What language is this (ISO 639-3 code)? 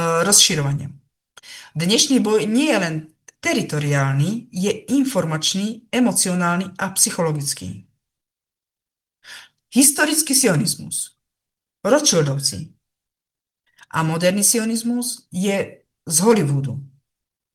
slk